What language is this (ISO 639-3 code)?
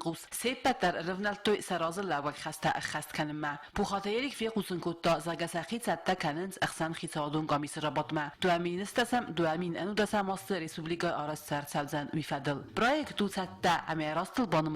oss